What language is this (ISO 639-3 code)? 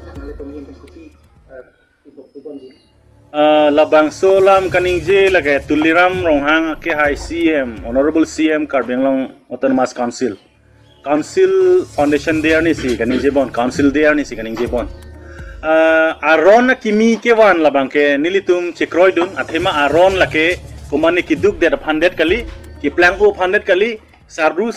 mjw